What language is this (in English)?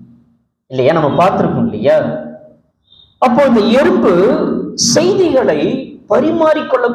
Tamil